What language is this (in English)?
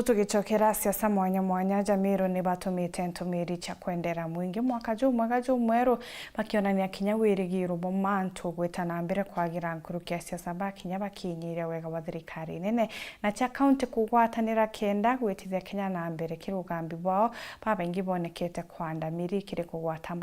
Meru